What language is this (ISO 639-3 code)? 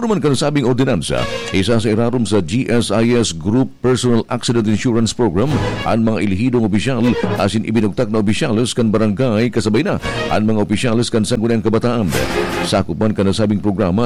bik